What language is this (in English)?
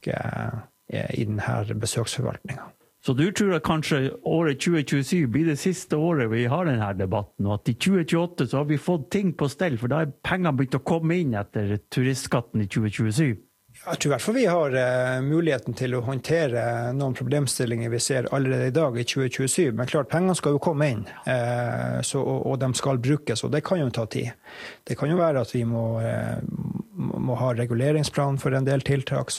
Norwegian